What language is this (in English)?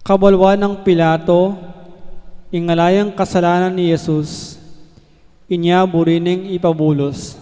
Pampanga